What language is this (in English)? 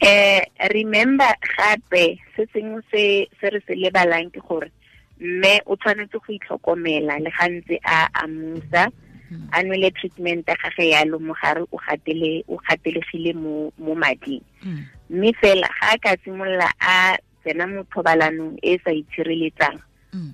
Tswana